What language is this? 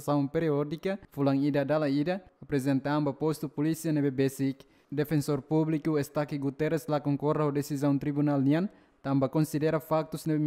Tetum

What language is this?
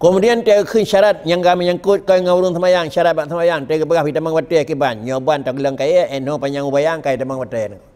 Achinese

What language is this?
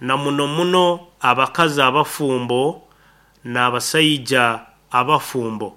Nyoro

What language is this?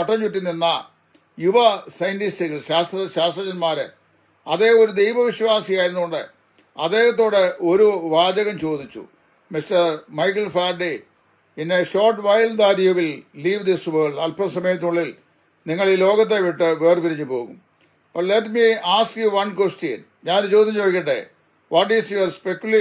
Malayalam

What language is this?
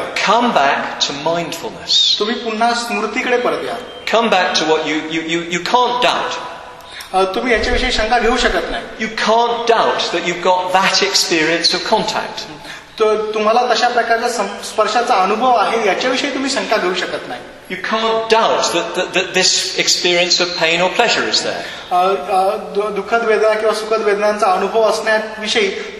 Marathi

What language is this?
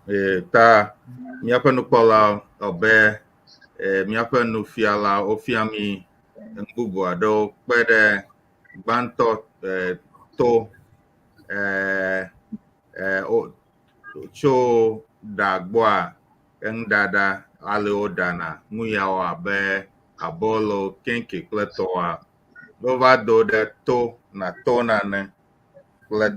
Ewe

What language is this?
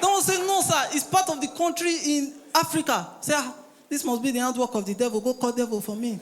Nigerian Pidgin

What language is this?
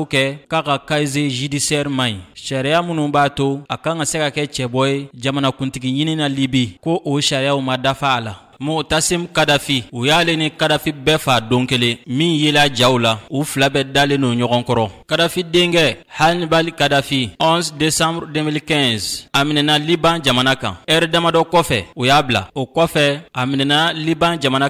Bambara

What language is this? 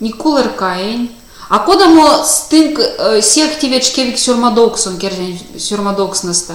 Erzya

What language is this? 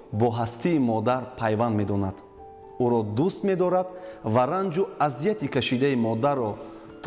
Tajik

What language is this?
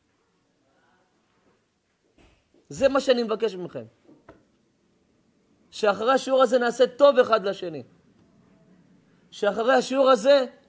Hebrew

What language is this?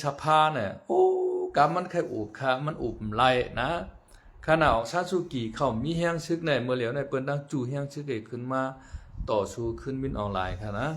Shan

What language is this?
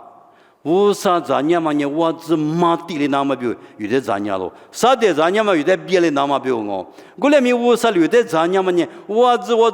Lisu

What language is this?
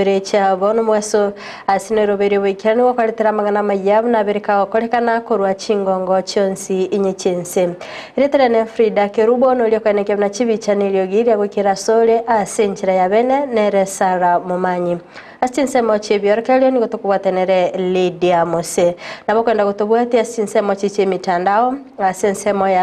Gusii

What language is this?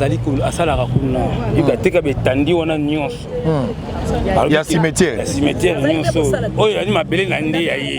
Lingala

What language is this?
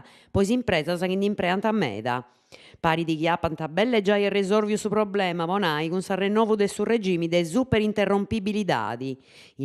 Sardinian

